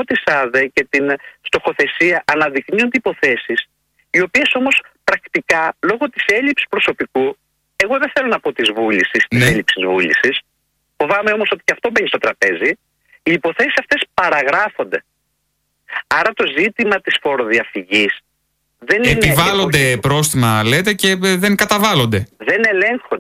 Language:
Greek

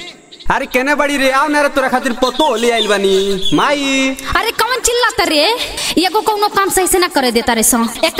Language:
Bhojpuri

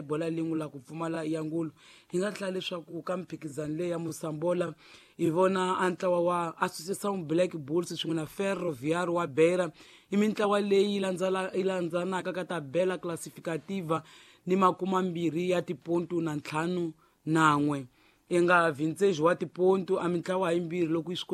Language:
Tsonga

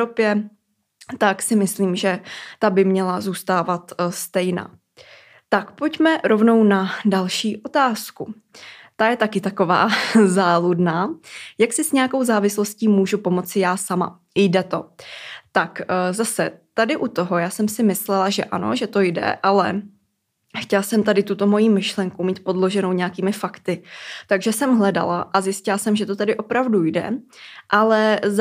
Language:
Czech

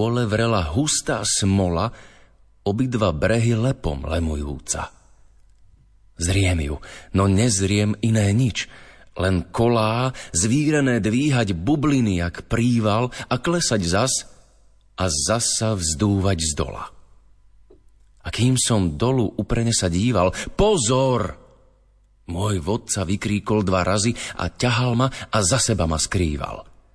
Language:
Slovak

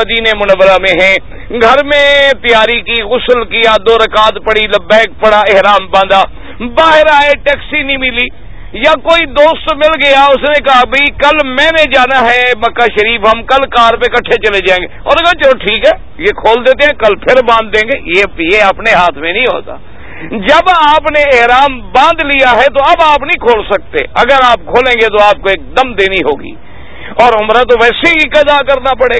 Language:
Urdu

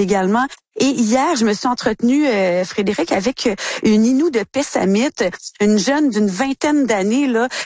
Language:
French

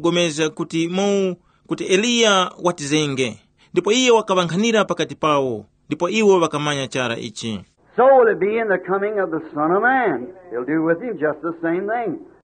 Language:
Tumbuka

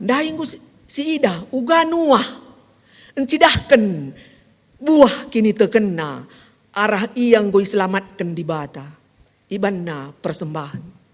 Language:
Batak Karo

